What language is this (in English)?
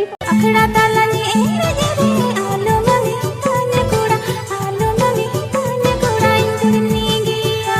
Santali